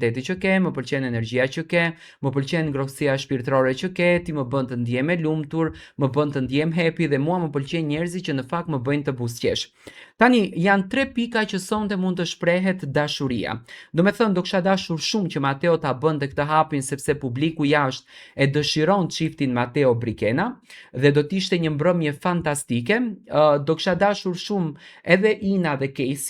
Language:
Albanian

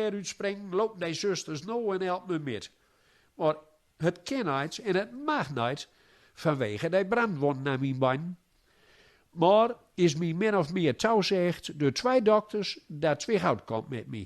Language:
Gronings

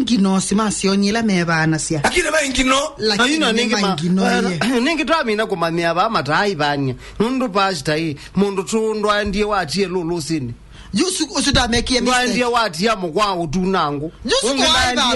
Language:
Kamba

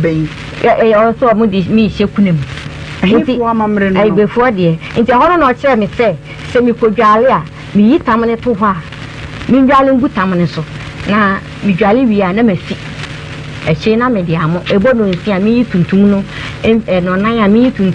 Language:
Akan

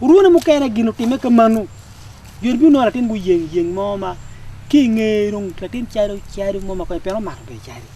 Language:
Acoli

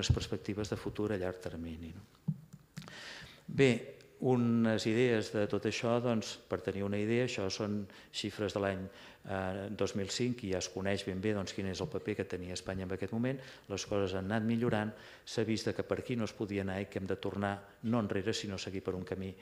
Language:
Catalan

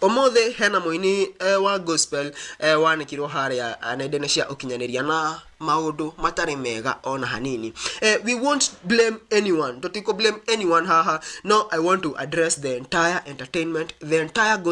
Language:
Kikuyu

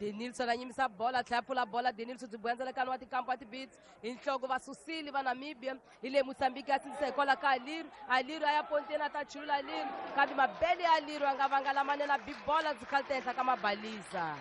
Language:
Tsonga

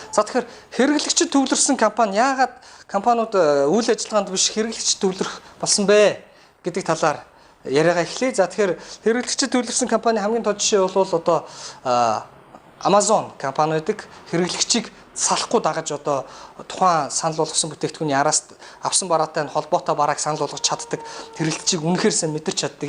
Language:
Mongolian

